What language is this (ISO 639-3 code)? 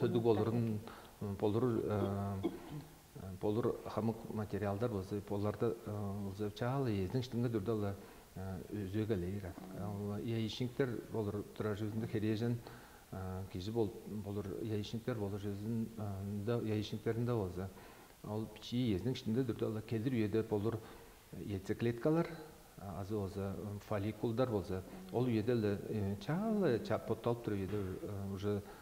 tyv